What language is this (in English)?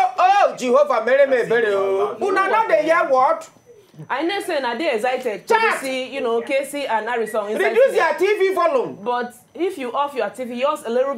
Nigerian Pidgin